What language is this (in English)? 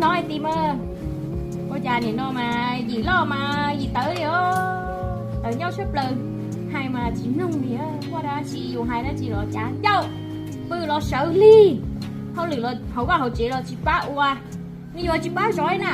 Hmong